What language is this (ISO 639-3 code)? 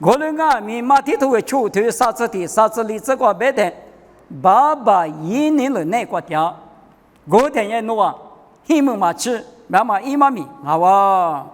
lis